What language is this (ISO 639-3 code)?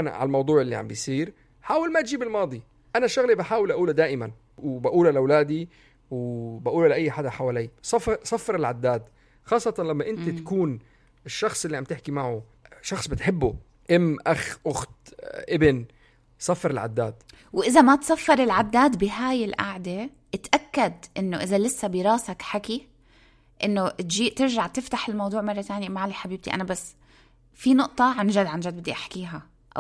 apc